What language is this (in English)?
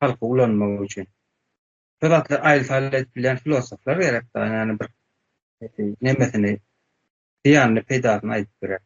Turkmen